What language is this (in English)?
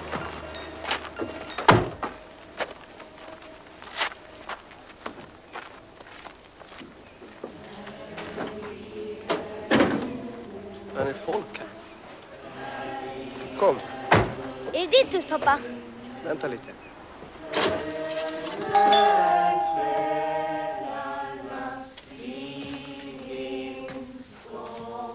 Swedish